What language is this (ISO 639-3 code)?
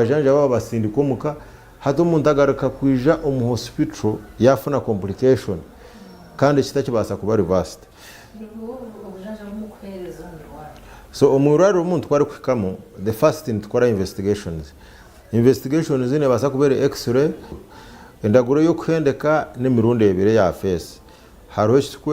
nyn